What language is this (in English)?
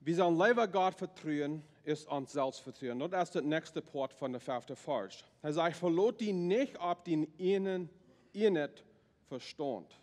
Plautdietsch